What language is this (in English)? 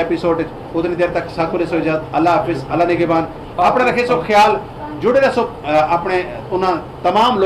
Saraiki